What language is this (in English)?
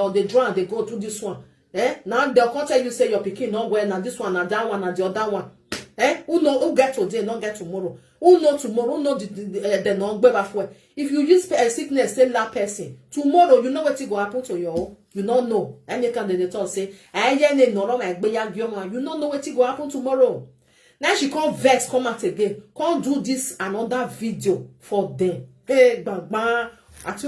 Nigerian Pidgin